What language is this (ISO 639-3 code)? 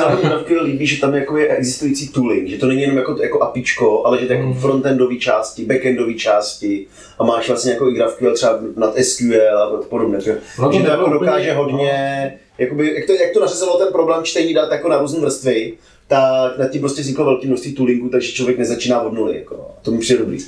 ces